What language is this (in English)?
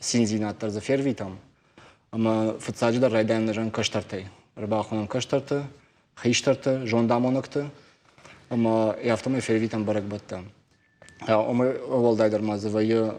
Ossetic